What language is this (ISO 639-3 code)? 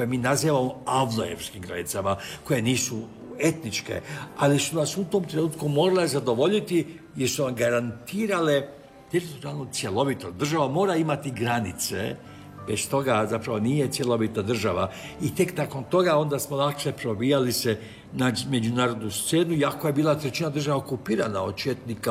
hrv